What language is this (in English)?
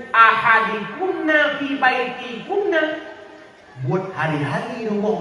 Achinese